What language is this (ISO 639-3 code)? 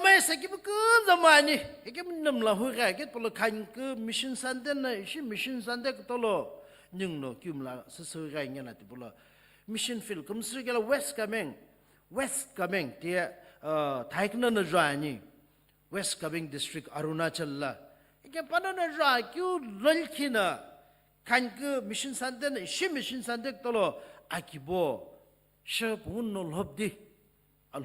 nsm